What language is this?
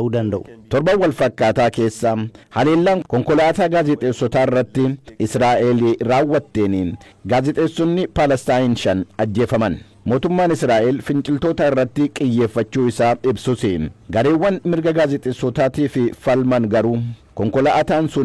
Oromo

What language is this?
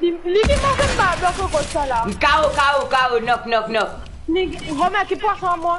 Morisyen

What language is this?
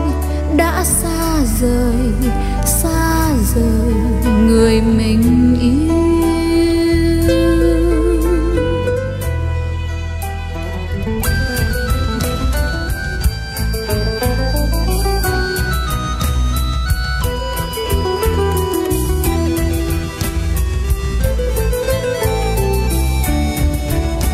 Vietnamese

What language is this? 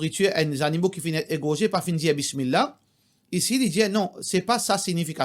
Morisyen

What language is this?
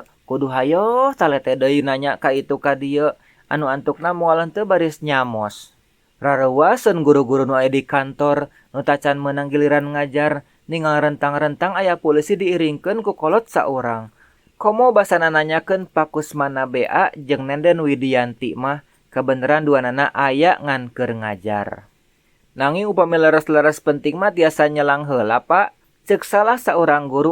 Sundanese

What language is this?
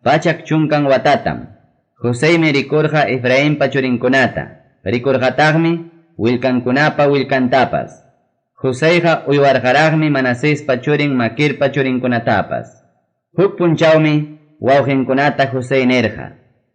Ayacucho Quechua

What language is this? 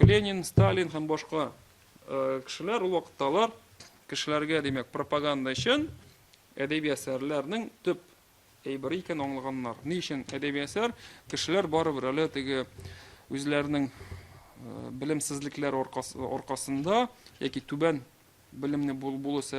Tatar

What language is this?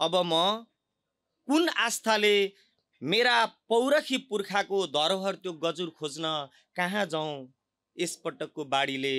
Nepali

